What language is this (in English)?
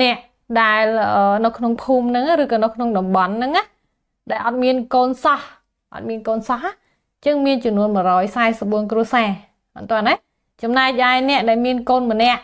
Khmer